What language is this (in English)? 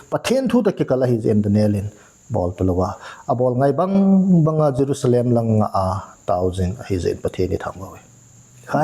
Thado Chin